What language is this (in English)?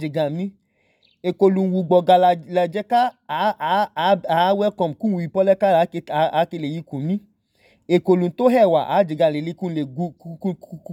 Idoma